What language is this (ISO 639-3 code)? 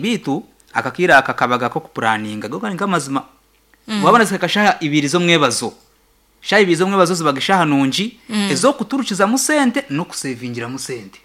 nyn